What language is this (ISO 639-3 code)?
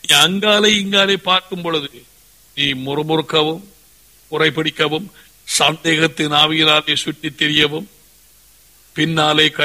tam